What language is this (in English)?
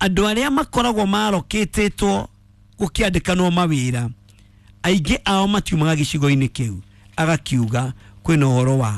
Kikuyu